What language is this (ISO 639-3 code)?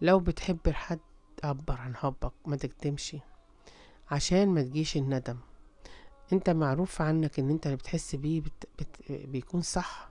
arz